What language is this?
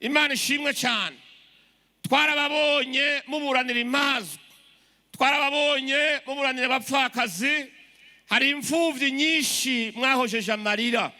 Rundi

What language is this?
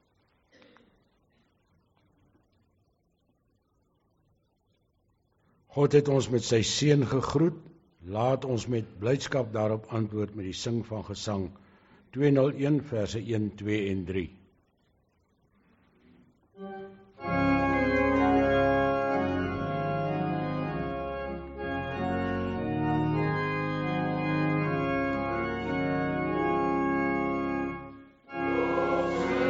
Afrikaans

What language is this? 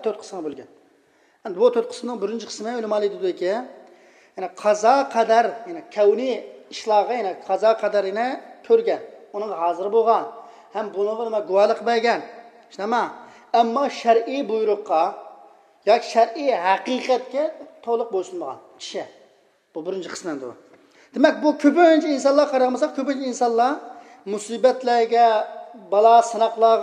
Uyghur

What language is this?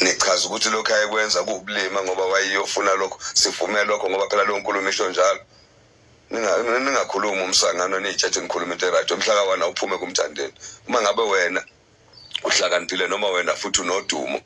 Zulu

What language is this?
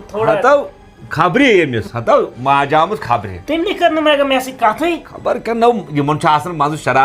Kashmiri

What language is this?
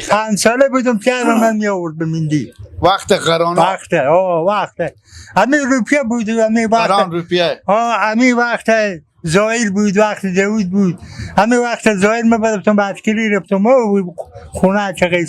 Persian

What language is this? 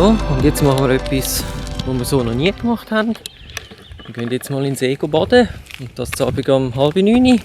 Swiss German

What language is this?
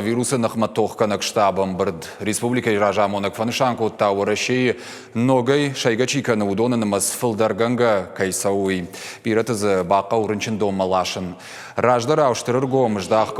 Ossetic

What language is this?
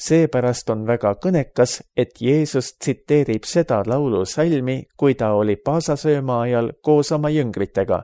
Estonian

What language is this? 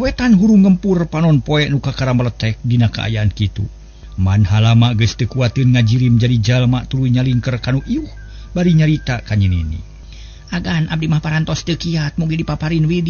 Sundanese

